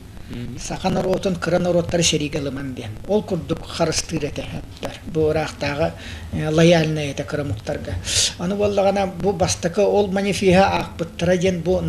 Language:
Yakut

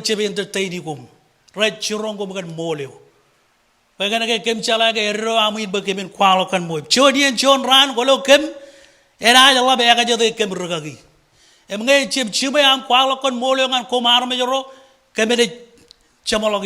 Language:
Marshallese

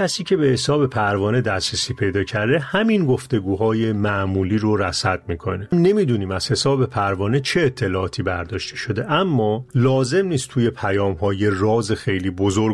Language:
Persian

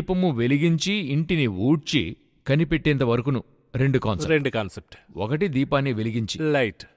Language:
Telugu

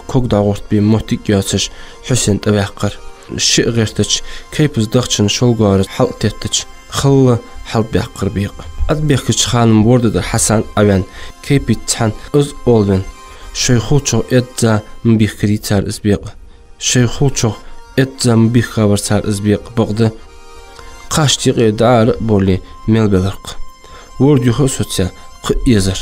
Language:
Ingush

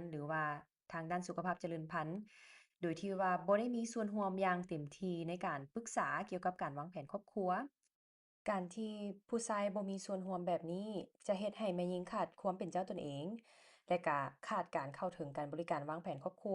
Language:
Lao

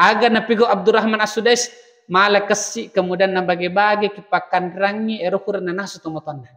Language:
Buginese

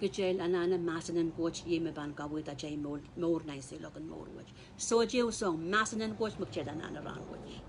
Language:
Pohnpeian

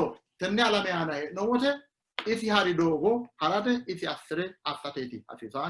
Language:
Sidamo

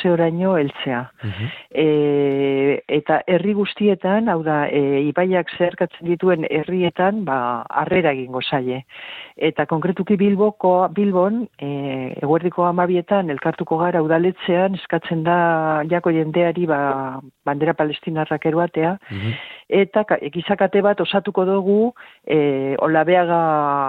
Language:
Basque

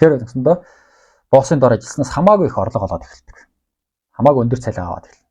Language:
Mongolian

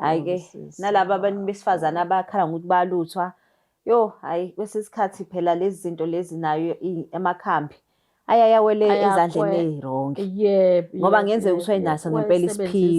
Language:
Zulu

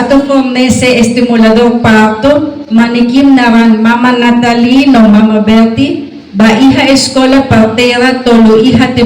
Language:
Tetum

